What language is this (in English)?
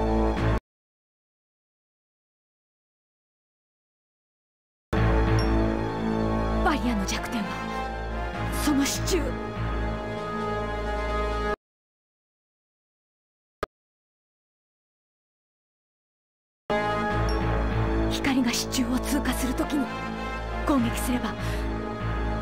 Japanese